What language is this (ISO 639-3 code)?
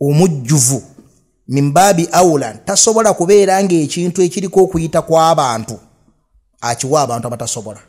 lug